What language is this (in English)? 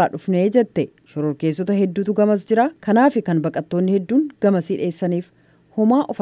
Oromo